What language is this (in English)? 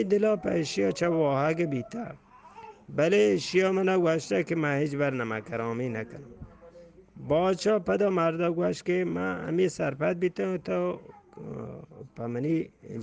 Eastern Balochi